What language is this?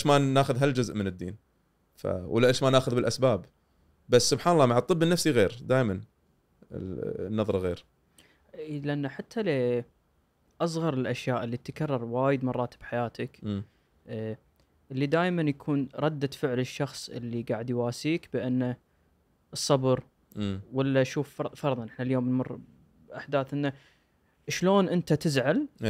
Gulf Arabic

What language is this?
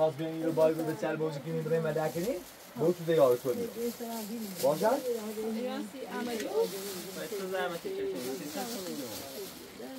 Persian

